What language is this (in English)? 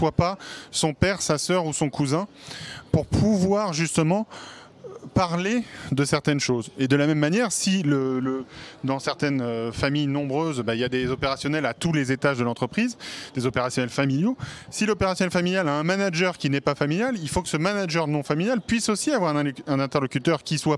French